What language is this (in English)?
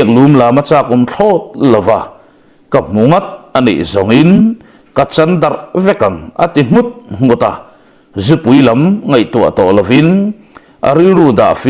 Mizo